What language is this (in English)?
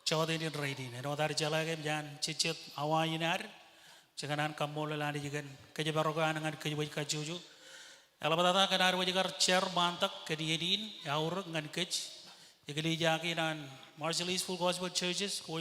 Marshallese